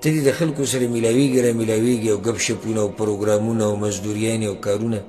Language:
Pashto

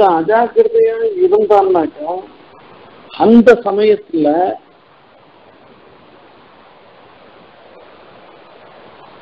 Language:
Tamil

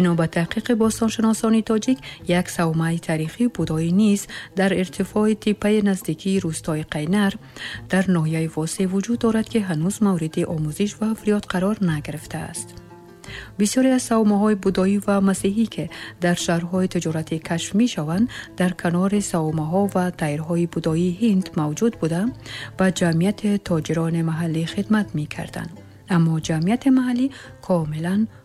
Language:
Tajik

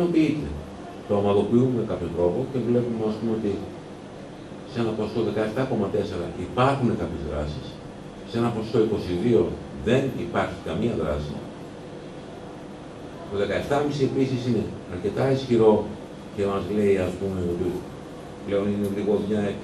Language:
Greek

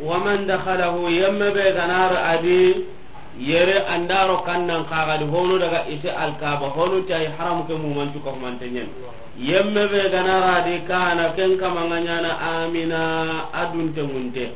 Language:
Soninke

